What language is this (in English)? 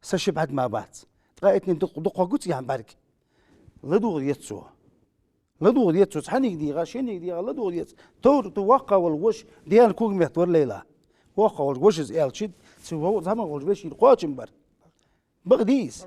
Ingush